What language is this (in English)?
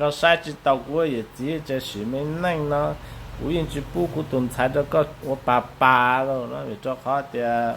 Hmong